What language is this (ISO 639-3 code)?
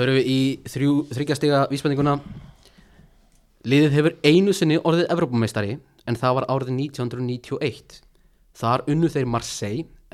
isl